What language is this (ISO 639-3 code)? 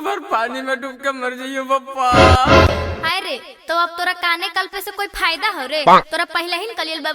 mag